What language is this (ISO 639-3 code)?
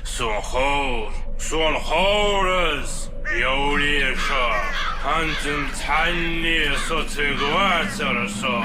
inh